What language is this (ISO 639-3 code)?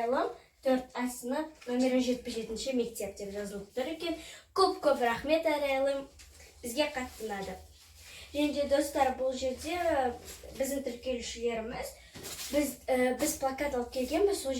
kaz